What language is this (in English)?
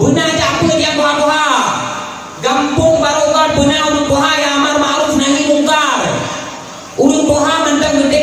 Achinese